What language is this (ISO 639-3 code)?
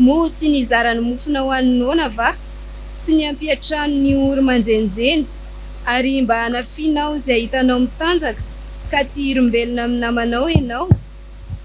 mlg